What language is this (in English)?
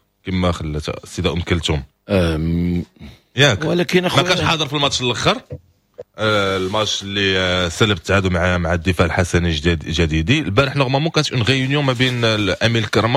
Moroccan Arabic